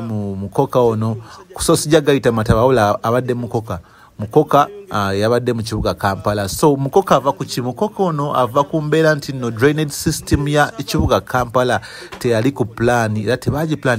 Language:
Ganda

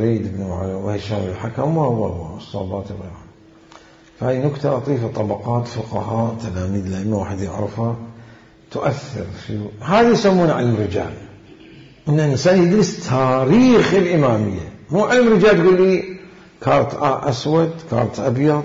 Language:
Mesopotamian Arabic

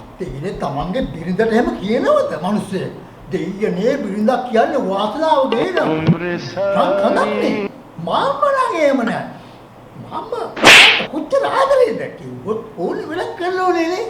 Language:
Sinhala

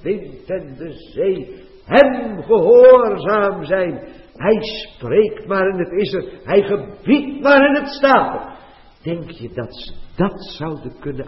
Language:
Dutch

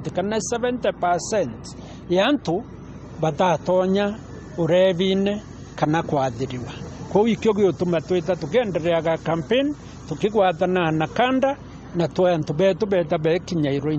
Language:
Meru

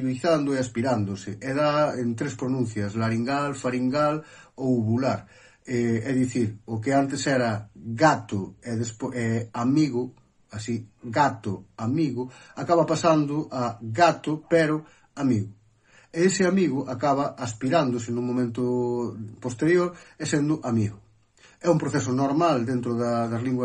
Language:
Galician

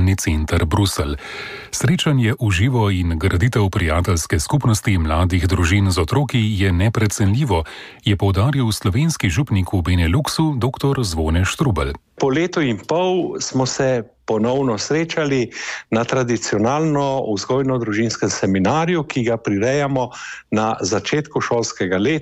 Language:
Slovenian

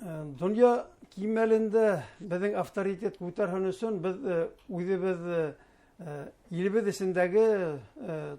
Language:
Bashkir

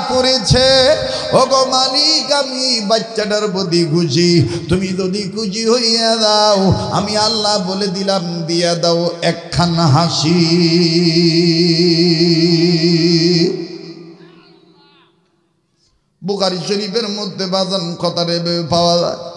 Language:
Bangla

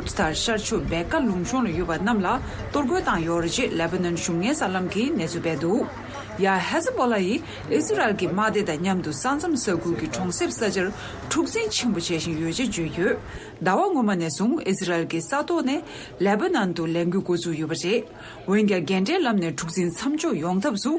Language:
Tibetan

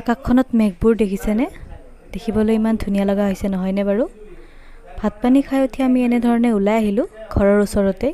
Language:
Assamese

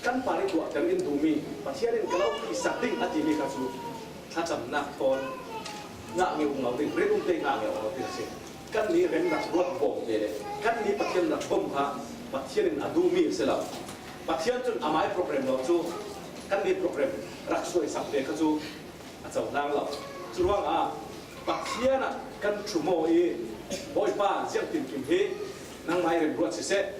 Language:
Falam Chin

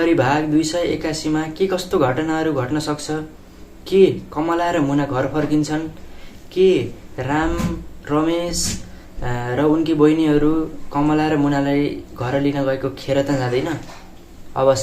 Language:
Nepali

